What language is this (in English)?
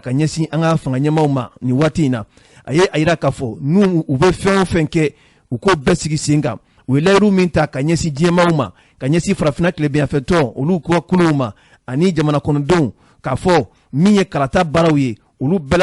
Bambara